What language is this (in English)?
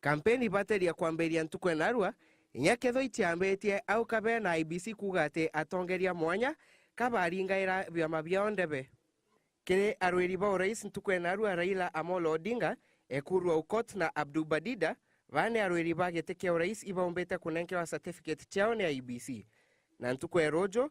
Meru